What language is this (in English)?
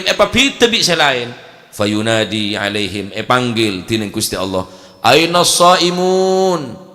Madurese